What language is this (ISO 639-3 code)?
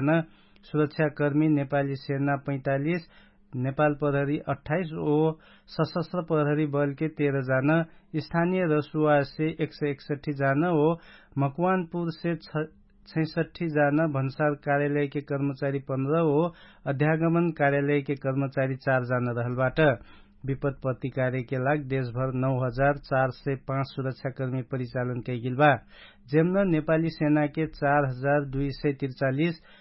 thl